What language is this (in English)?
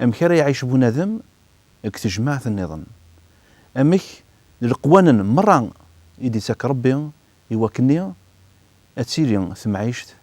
Kabyle